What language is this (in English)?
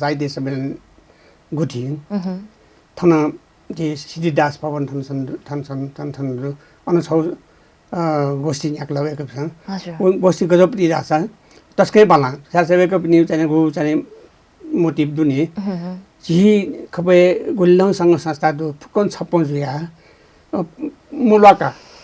Newari